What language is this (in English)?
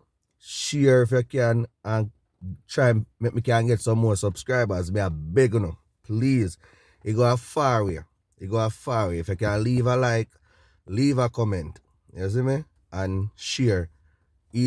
Jamaican Creole English